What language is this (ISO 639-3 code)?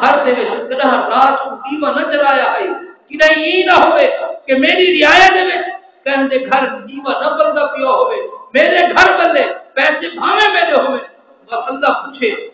skr